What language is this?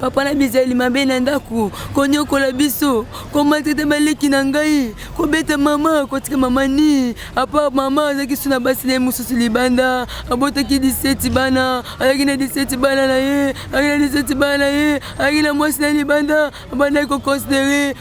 Lingala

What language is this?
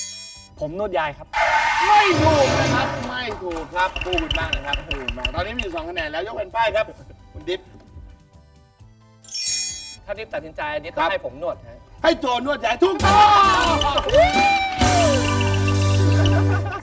Thai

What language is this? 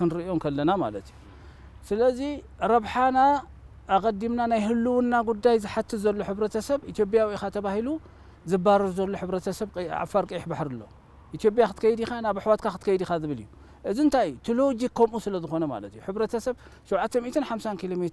Tigrinya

